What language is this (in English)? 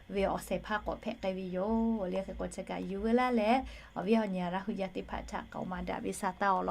Lahu